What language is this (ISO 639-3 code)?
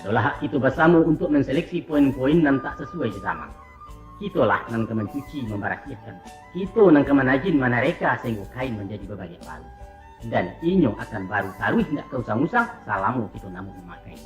min